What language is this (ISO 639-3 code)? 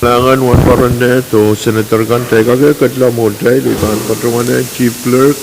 pon